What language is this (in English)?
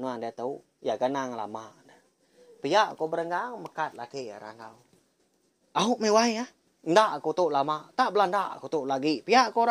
Iban